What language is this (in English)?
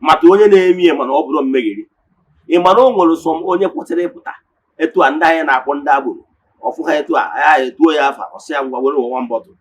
Igbo